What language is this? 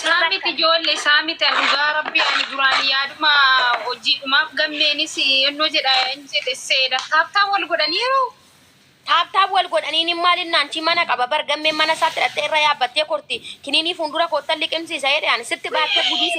Oromo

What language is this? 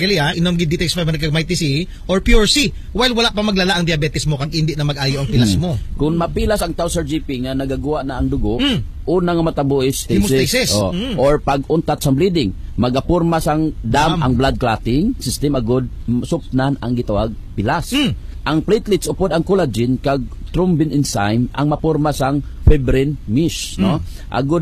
Hiligaynon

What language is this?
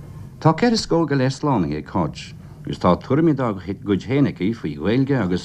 Irish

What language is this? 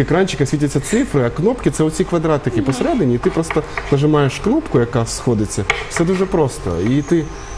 Ukrainian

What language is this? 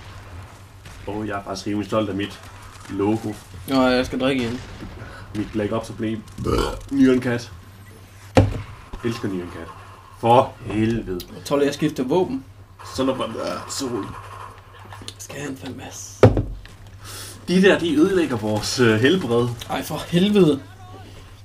Danish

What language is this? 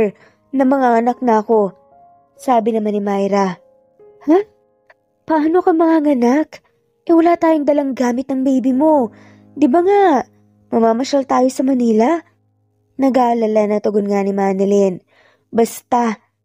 Filipino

